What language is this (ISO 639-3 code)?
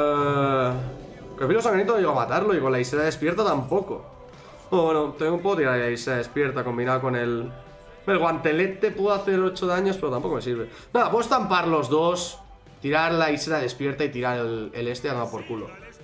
spa